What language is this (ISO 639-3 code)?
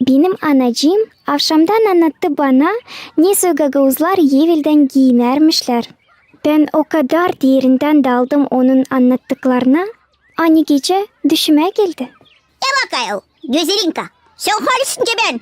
gag